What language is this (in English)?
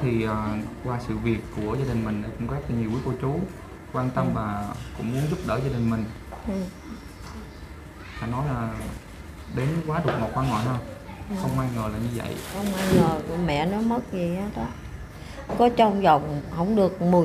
Vietnamese